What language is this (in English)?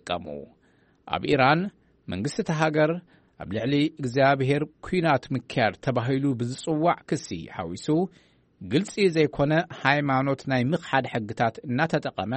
Tigrinya